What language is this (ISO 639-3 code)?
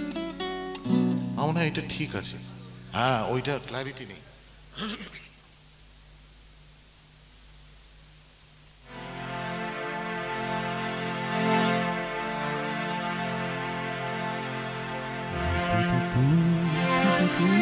ben